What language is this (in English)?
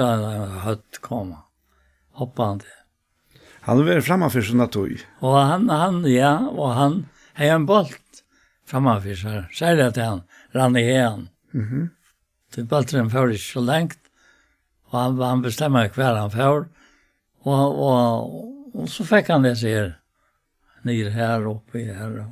Faroese